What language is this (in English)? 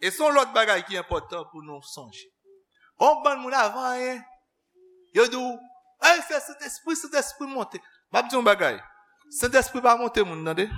Haitian Creole